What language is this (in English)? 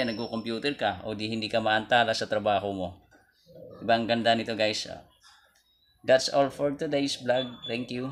Filipino